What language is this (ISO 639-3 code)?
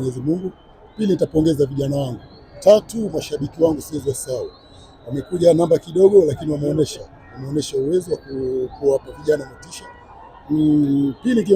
swa